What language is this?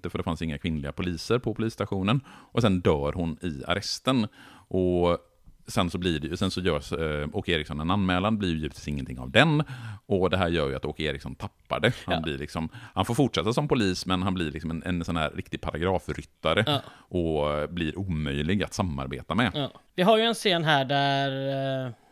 Swedish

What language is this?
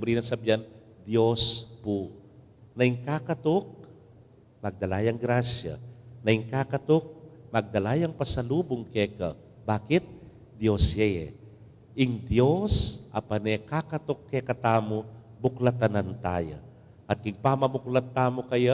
Pampanga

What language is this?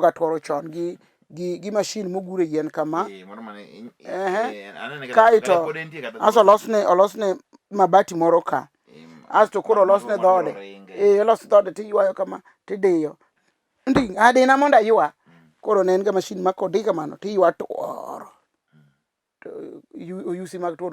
Luo (Kenya and Tanzania)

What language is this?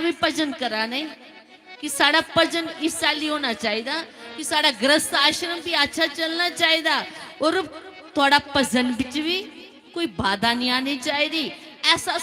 Dogri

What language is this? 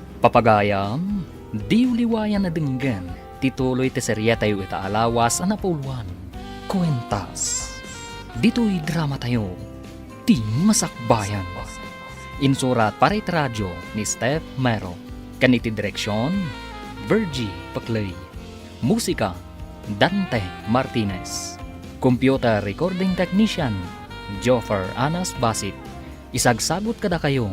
Iloko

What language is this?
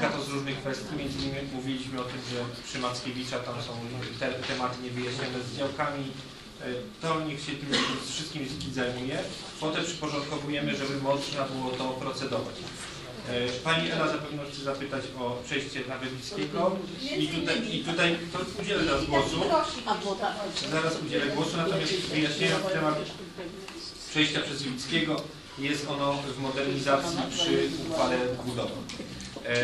Polish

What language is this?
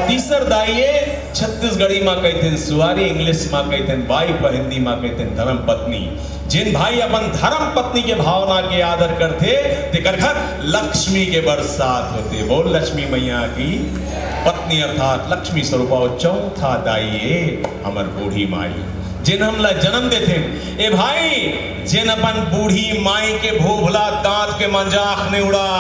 Chhattisgarhi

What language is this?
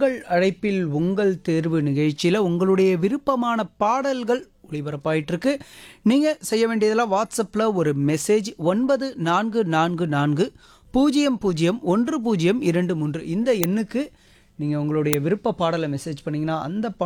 Tamil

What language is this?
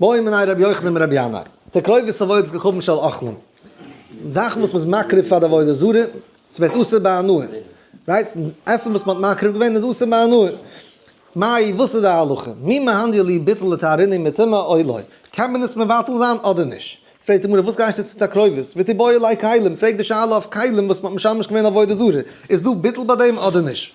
Yiddish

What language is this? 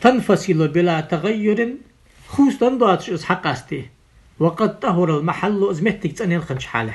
Ingush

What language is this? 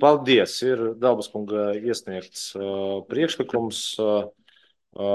Latvian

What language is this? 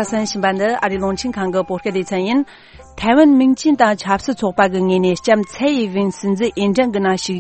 Tibetan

